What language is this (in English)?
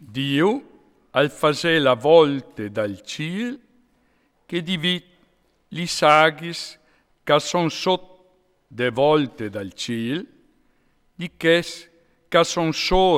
Friulian